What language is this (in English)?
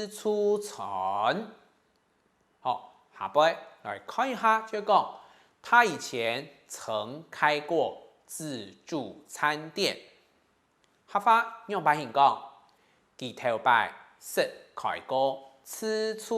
Hakka Chinese